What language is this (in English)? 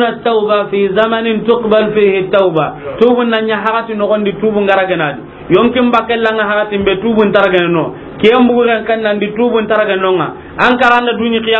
Soninke